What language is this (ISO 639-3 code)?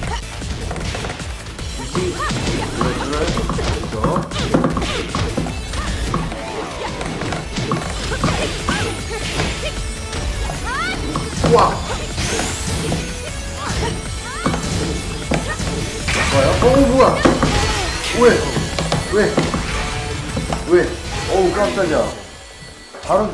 kor